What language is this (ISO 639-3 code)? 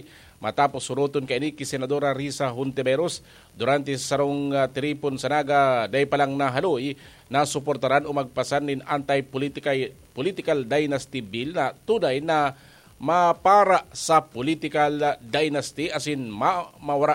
bik